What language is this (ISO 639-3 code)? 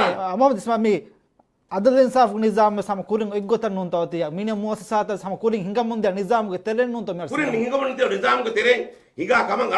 div